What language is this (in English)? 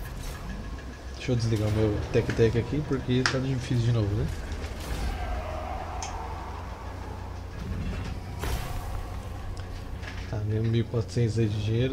Portuguese